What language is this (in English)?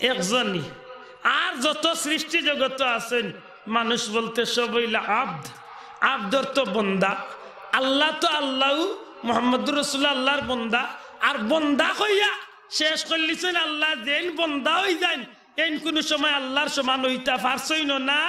Sylheti